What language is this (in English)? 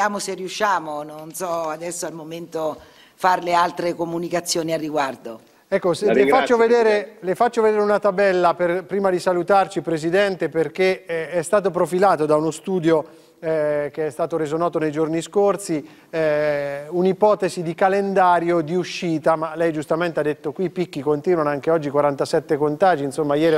Italian